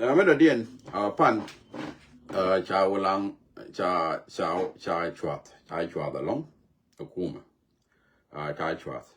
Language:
Nuer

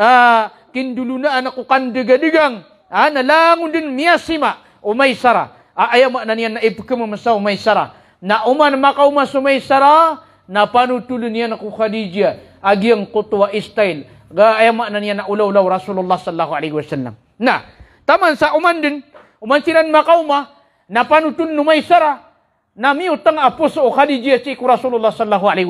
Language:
Maranao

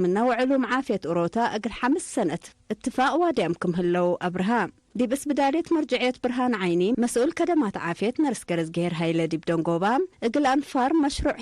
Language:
Tigre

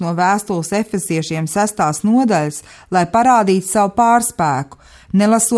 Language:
Latvian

